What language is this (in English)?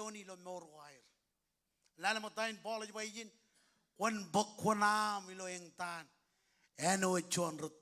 Marshallese